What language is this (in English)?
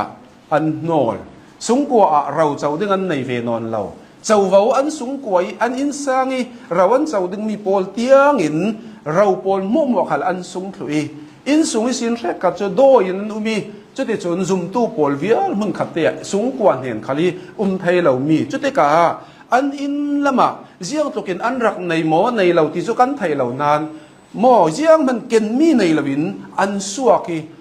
Hakha Chin